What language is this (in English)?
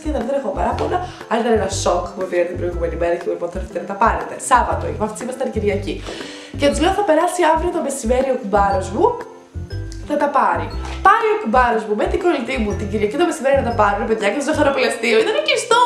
Greek